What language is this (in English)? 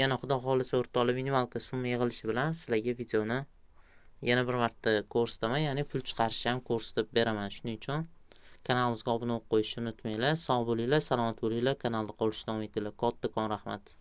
Uzbek